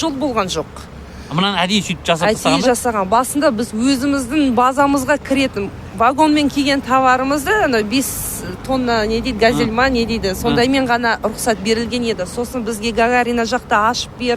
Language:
Kazakh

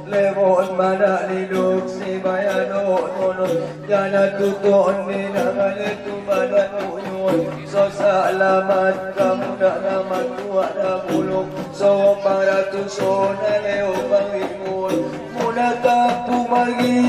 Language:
Batak Angkola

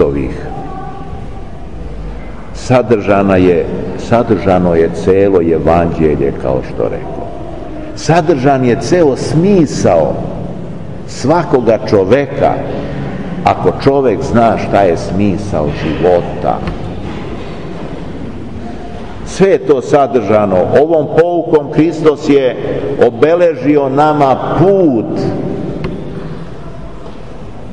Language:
Serbian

